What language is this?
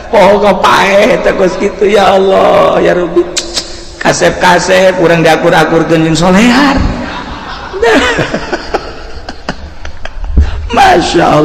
Sundanese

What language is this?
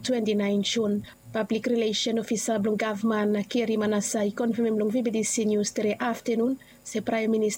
Bislama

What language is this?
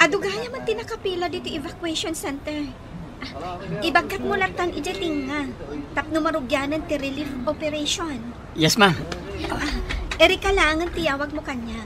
Iloko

